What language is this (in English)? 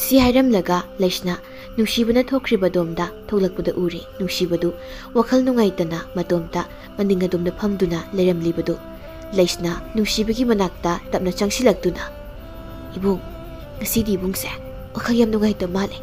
Manipuri